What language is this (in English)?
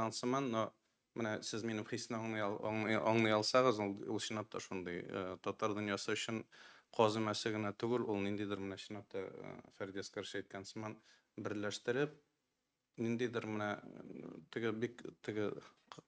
Tatar